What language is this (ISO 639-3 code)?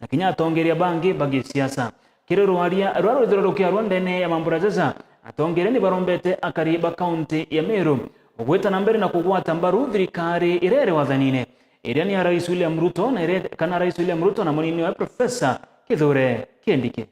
mer